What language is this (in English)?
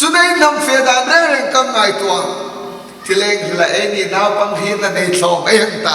Hmar